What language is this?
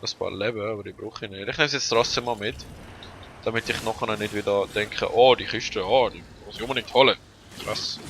Swiss German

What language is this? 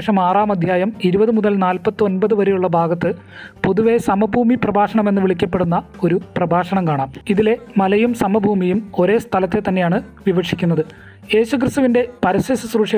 Malayalam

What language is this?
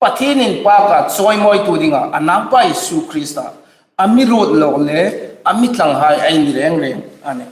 Hmar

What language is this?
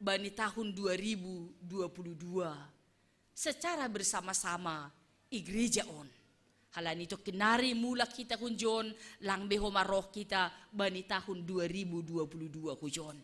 Batak Simalungun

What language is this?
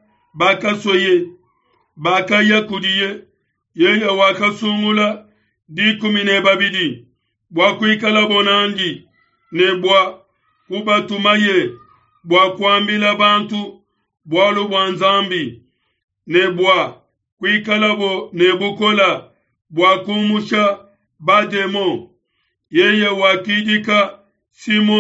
Luba-Lulua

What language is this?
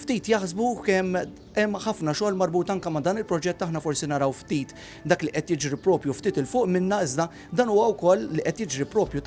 Maltese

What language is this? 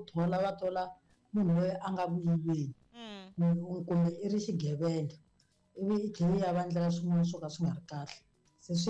Tsonga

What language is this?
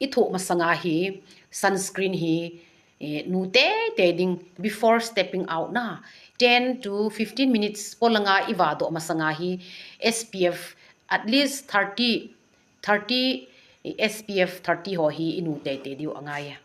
Thado Chin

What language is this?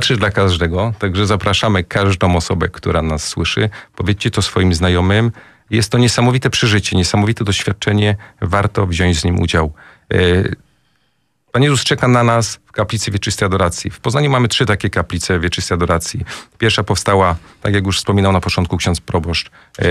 Polish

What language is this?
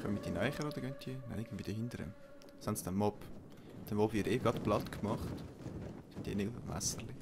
Swiss German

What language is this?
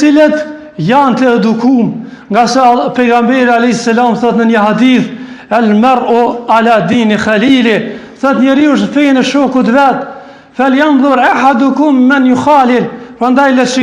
Albanian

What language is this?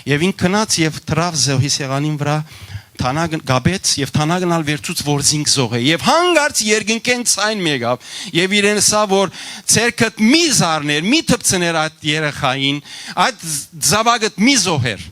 Western Armenian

